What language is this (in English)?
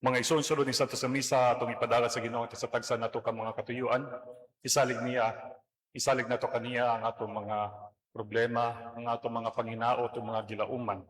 Cebuano